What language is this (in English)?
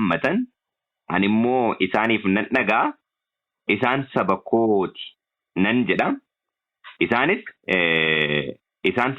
Oromo